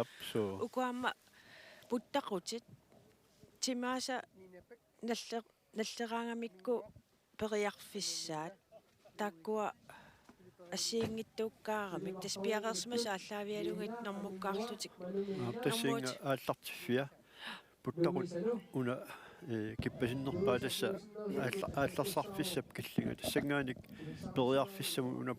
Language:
Kalaallisut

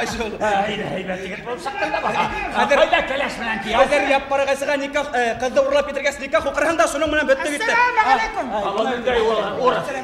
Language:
Bashkir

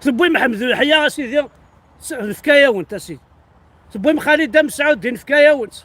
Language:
Kabyle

